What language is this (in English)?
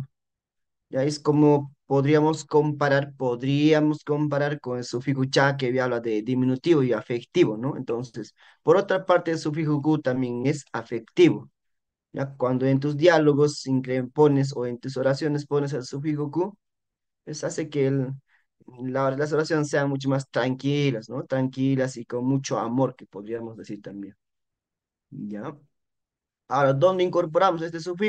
Spanish